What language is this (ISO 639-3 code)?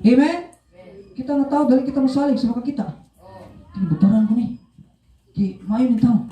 ceb